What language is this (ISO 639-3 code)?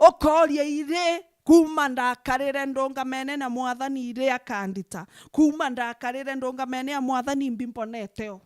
mer